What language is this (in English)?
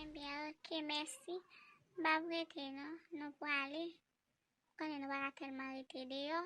Haitian Creole